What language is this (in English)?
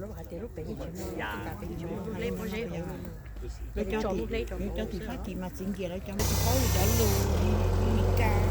Hmong